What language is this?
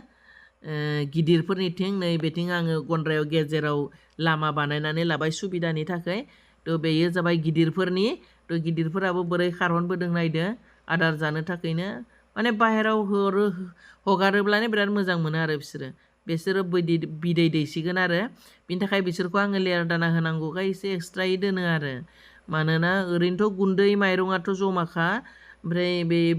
Bodo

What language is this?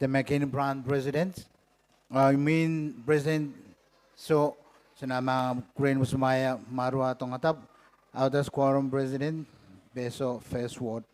Gilbertese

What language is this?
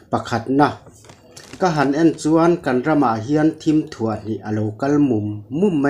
Mizo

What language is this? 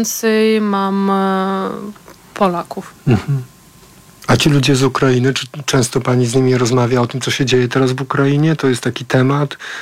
Polish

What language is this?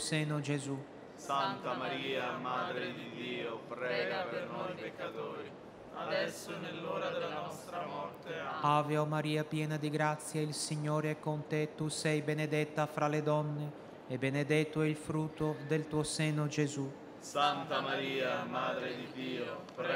Italian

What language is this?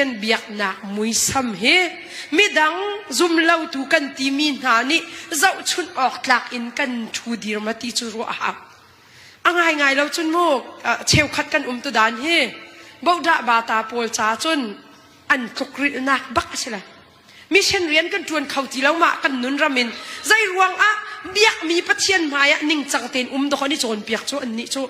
Hakha Chin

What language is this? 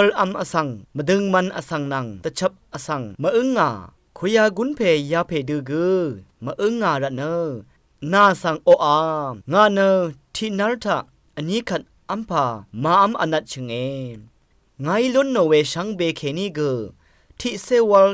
Rawang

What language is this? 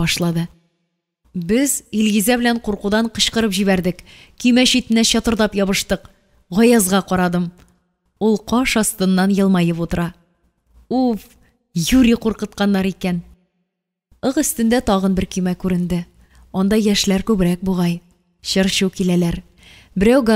Tatar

